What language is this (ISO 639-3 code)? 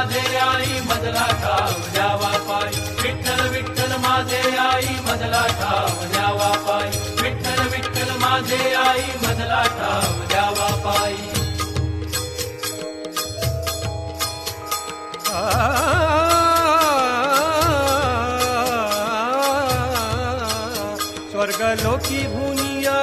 mar